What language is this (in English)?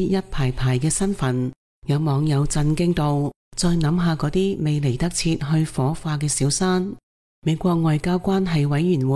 Cantonese